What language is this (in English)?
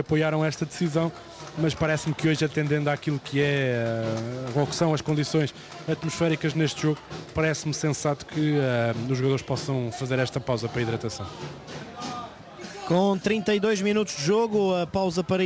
Portuguese